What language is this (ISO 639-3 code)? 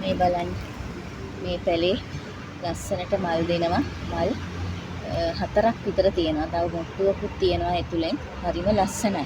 sin